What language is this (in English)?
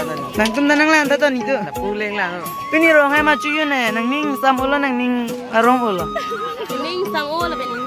Karbi